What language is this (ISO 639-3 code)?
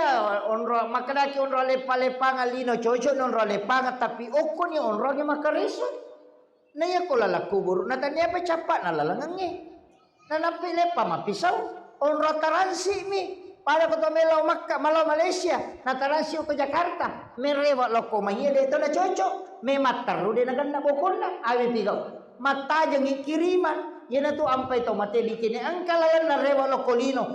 bug